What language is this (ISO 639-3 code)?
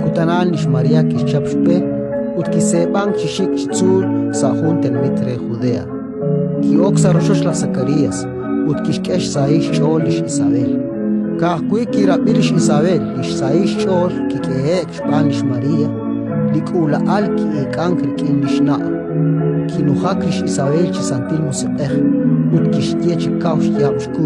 kek